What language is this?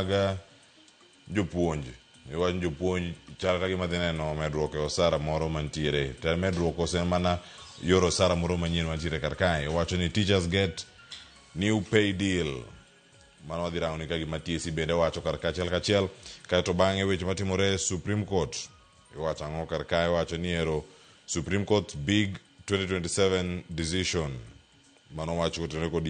Luo (Kenya and Tanzania)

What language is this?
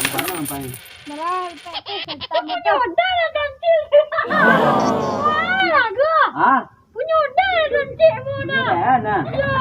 Minangkabau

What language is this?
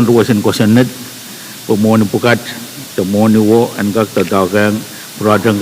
Pohnpeian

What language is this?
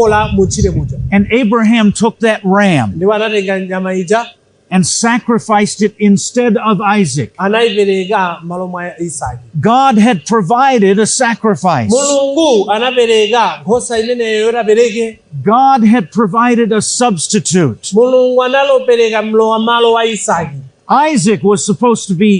Nyanja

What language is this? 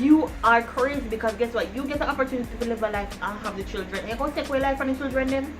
Jamaican Creole English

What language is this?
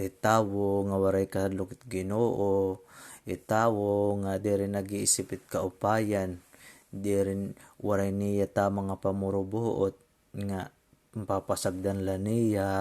Waray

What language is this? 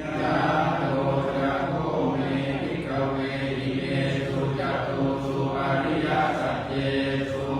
Pali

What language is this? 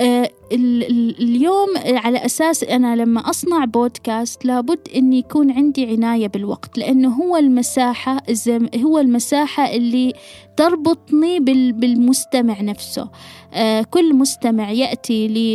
Gulf Arabic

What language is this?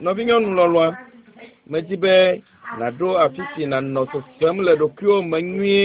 Ewe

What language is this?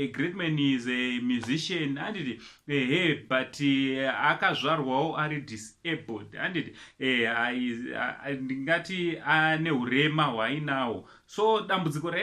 Shona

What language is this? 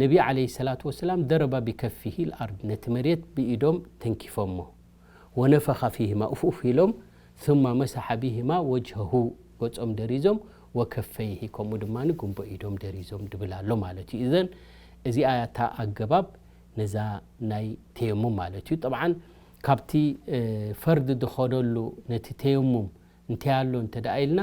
Tigrinya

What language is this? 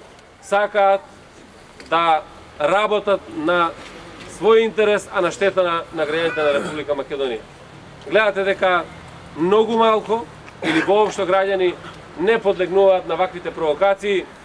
Macedonian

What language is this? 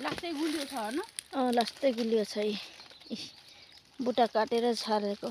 Nepali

